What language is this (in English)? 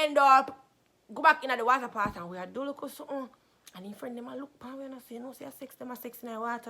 Jamaican Creole English